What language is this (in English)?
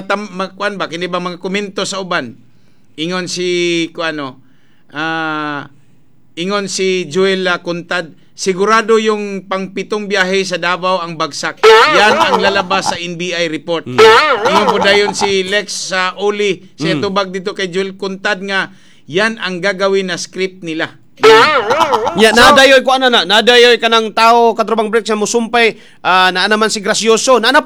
Cebuano